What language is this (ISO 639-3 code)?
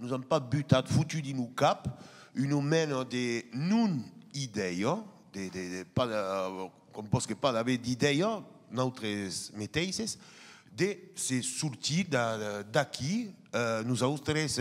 oci